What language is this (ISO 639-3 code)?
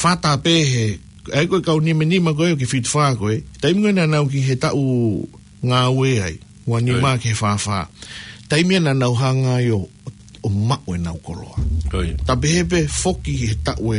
ton